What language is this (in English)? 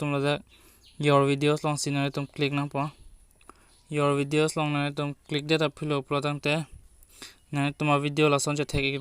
Karbi